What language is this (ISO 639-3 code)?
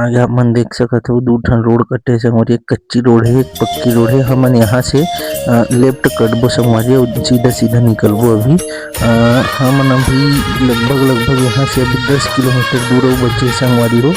hne